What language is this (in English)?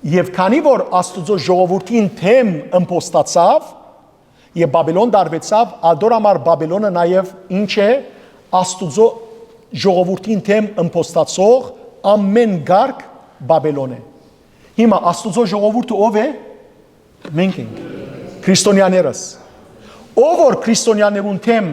Western Armenian